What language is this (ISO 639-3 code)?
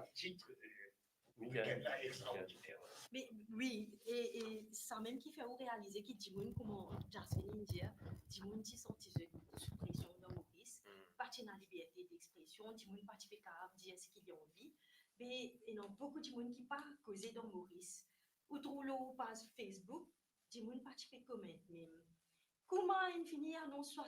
mfe